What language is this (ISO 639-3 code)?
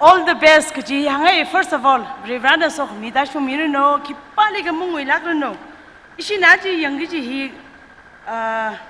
nmf